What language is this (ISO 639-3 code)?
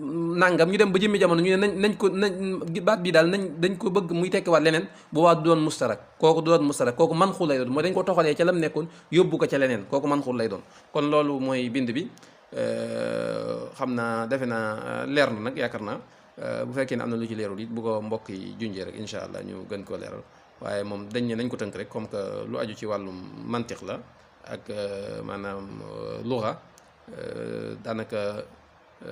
wol